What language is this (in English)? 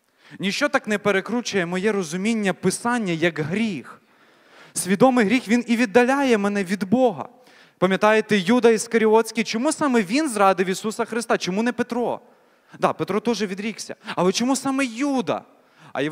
Ukrainian